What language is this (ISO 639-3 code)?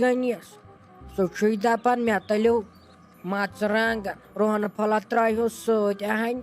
kas